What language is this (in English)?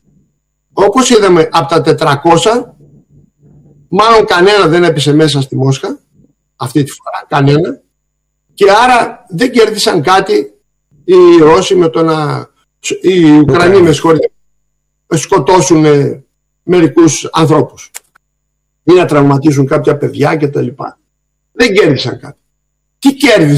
Greek